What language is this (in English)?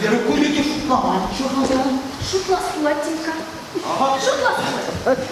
Chuvash